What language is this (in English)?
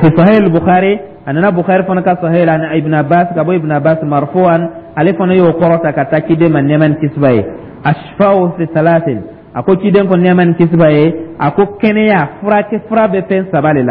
Dyula